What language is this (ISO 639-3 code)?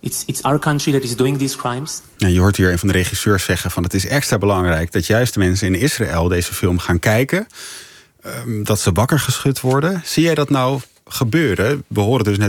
nld